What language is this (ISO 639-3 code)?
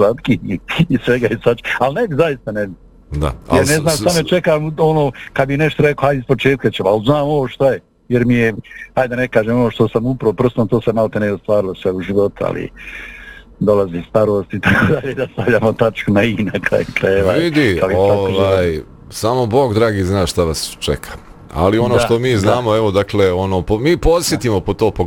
bos